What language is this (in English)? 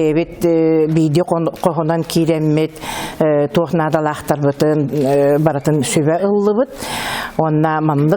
Yakut